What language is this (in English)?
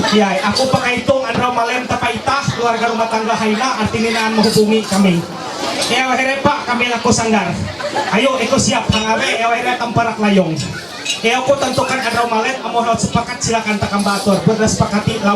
Ma'anyan